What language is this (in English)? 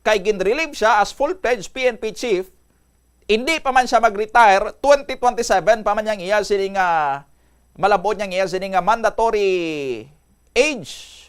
Hiligaynon